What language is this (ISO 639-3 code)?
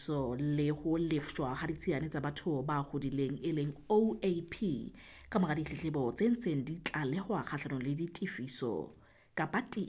sot